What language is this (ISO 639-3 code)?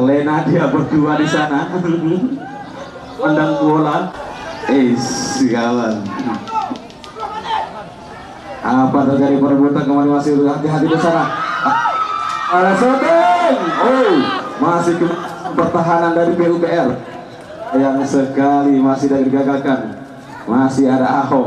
ind